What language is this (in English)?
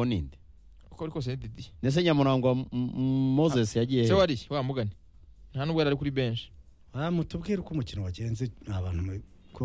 Kinyarwanda